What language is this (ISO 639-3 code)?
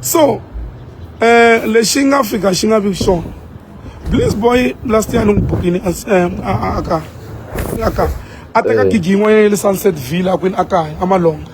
tso